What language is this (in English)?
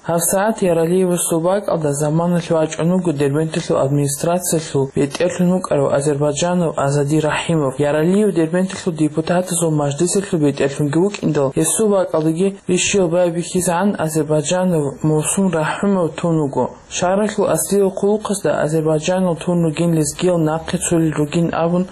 Avaric